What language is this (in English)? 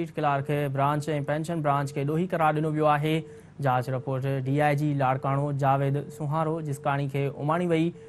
Sindhi